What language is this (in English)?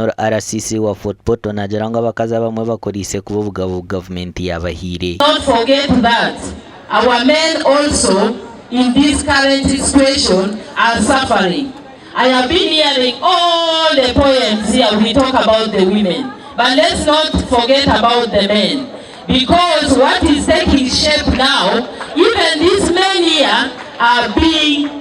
Nyankole